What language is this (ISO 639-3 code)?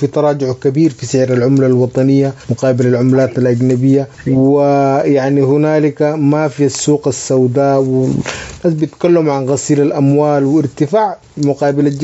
apd